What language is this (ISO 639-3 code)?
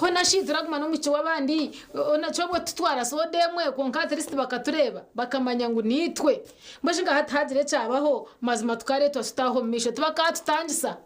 nyn